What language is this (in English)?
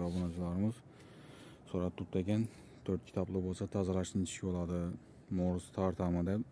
Uzbek